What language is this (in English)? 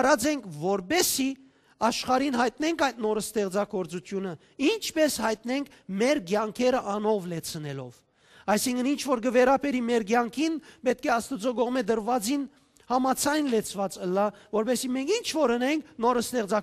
Western Armenian